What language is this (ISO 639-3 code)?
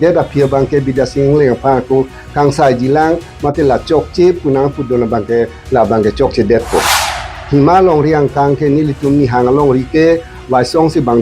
mjw